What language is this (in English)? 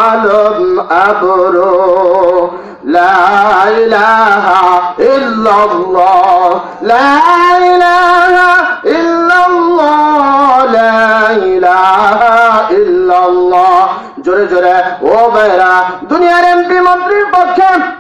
Bangla